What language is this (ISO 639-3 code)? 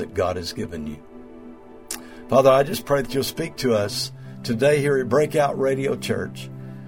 eng